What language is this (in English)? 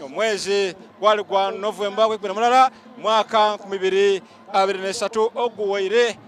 Soga